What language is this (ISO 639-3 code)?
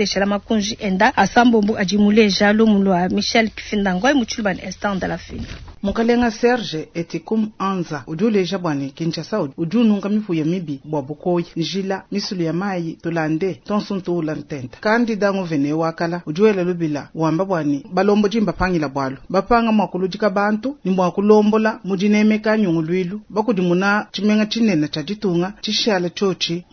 lua